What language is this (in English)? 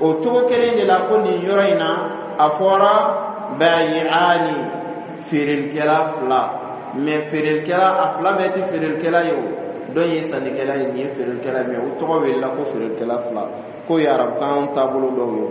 Dyula